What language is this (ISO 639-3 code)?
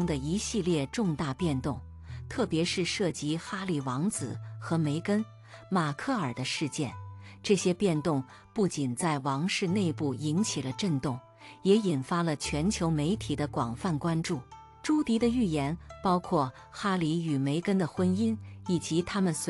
zho